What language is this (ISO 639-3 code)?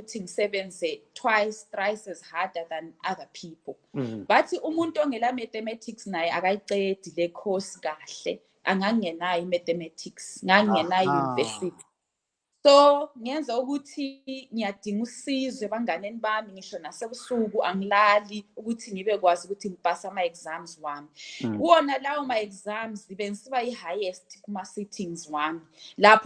nde